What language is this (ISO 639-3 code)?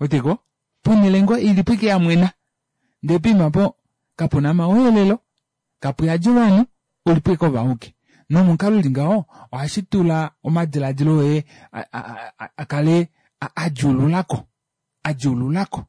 kua